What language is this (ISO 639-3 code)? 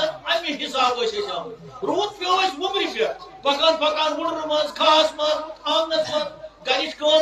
kas